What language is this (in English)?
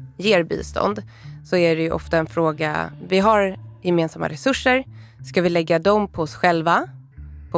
Swedish